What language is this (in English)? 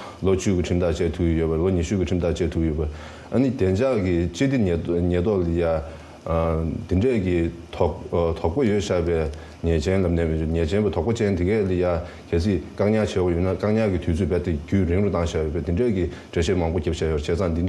Tibetan